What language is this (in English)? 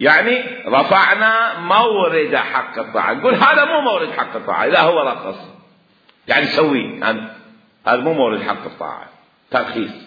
Mesopotamian Arabic